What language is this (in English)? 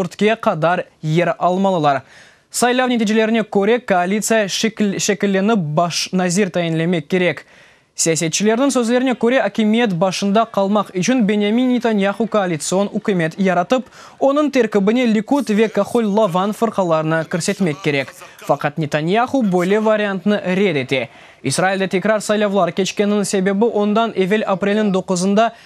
Crimean Tatar